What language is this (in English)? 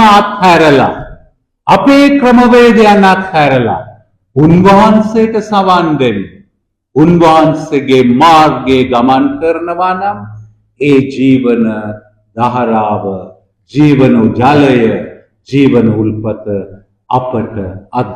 Sinhala